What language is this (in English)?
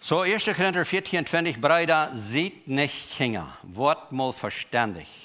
Plautdietsch